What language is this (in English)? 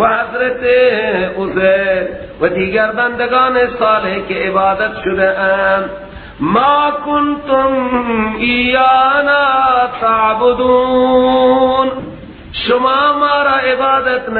Persian